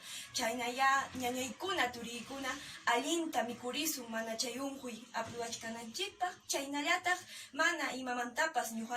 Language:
Quechua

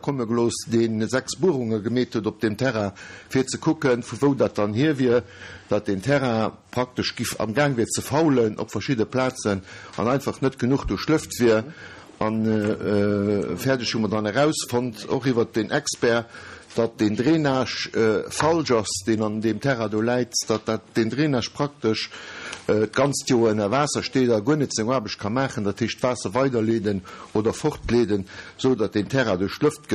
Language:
Luxembourgish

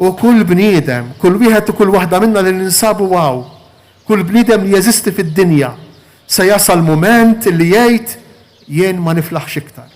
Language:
Maltese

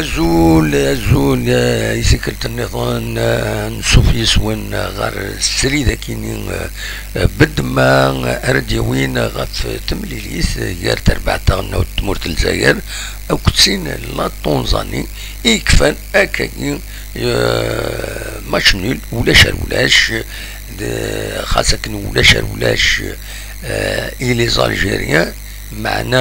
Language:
Kabyle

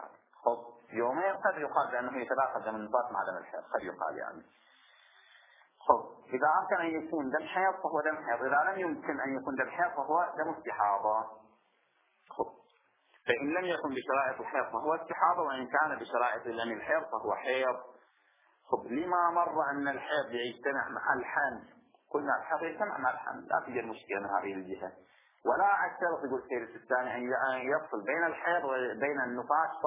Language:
Arabic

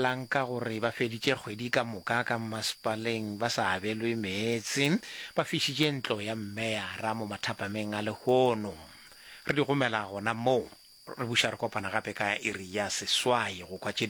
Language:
Northern Sotho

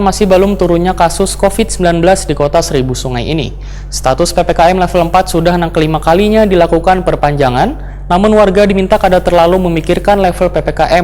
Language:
Banjar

